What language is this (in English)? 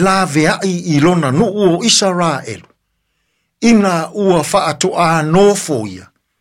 Samoan